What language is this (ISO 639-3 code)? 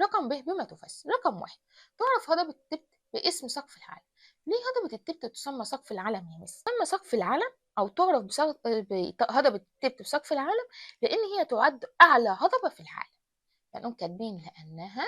arz